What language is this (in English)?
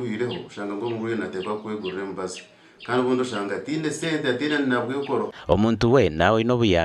Nyankole